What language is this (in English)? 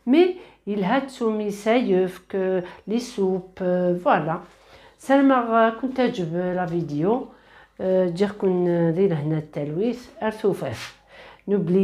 Kabyle